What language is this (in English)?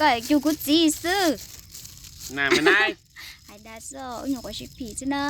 Hmong